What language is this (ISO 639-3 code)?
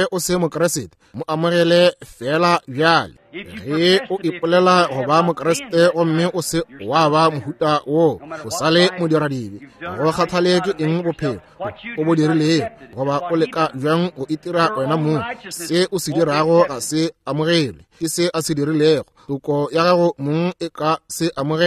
nso